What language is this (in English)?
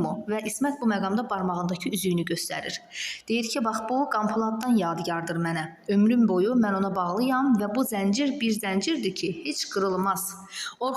Azerbaijani